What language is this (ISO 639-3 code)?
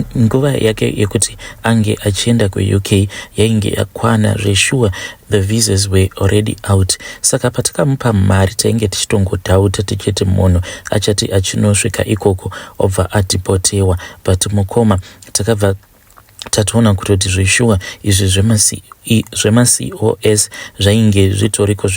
sna